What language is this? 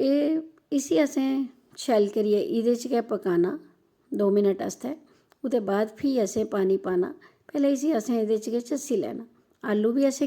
Dogri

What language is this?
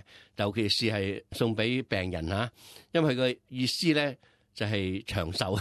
Cantonese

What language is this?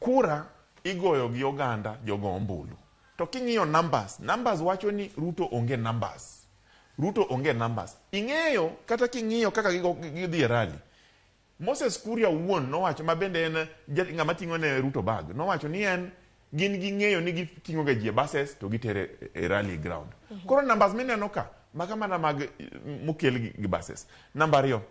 Luo (Kenya and Tanzania)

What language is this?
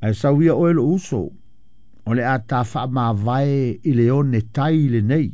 Samoan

